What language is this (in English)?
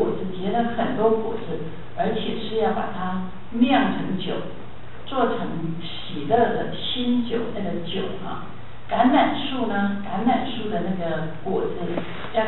Chinese